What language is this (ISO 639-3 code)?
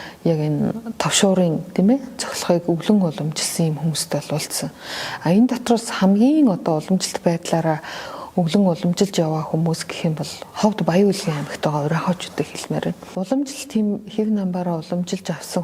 mon